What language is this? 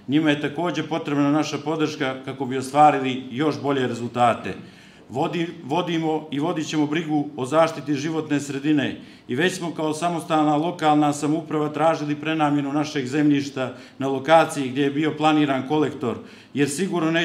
Serbian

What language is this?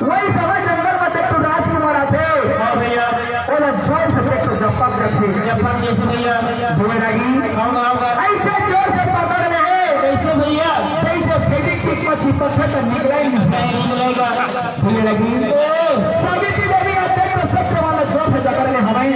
Chhattisgarhi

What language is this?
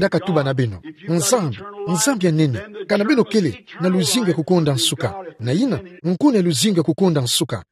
Kituba (Democratic Republic of Congo)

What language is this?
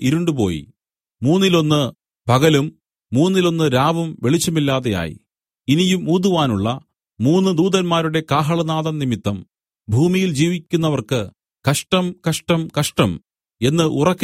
Malayalam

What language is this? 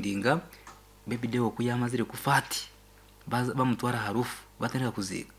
Nyankole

